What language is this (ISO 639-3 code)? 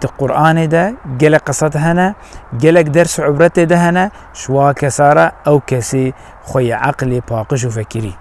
kur